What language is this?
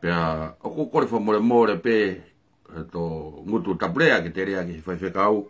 Tongan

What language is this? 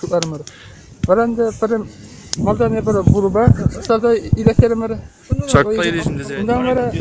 Chuvash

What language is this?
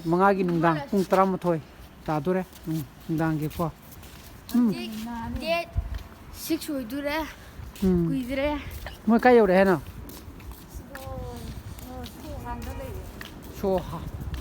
Manipuri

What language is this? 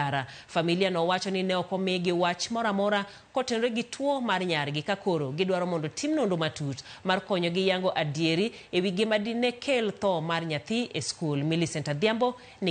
Luo (Kenya and Tanzania)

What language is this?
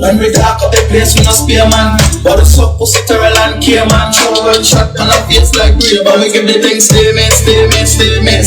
Jamaican Creole English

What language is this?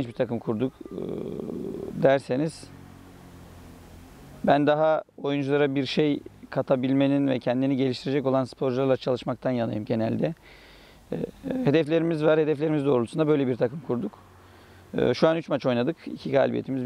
Turkish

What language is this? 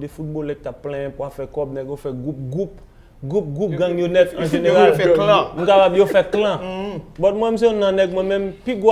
Haitian Creole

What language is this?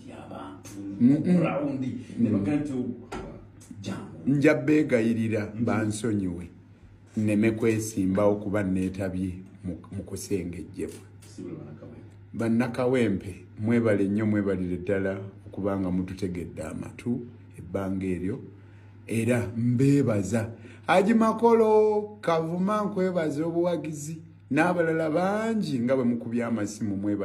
Ganda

